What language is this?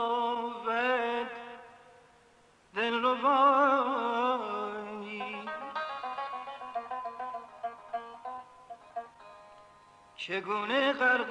Persian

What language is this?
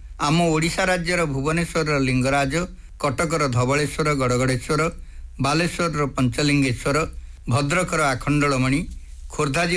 Odia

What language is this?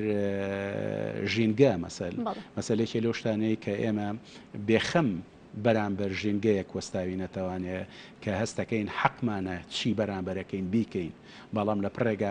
Central Kurdish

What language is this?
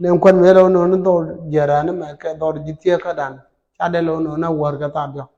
Nuer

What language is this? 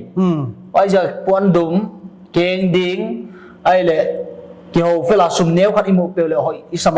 Paite Chin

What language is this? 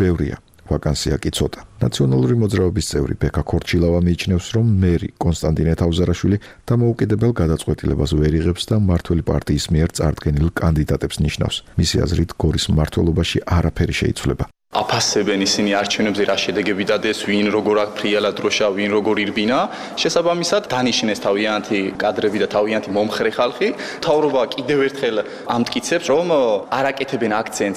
Georgian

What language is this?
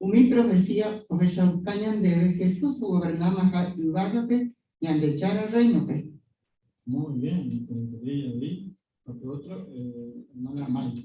Guarani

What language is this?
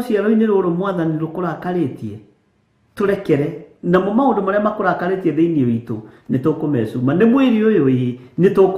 Kikuyu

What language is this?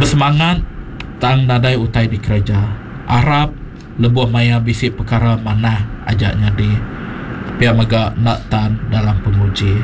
Iban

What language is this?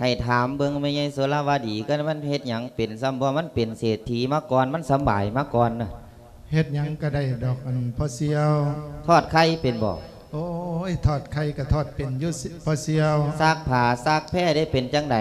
Lao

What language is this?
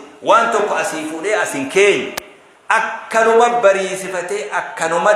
Oromo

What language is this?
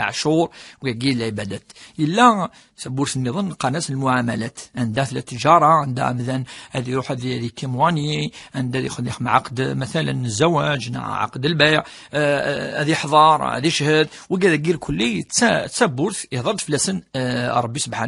Kabyle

